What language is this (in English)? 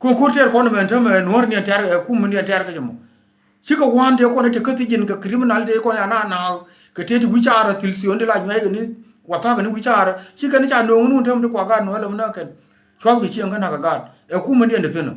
Nuer